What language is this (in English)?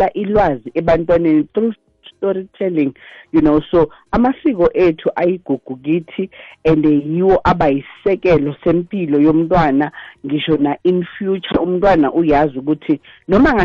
South Ndebele